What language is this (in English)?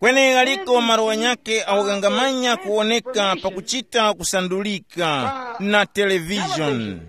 Tumbuka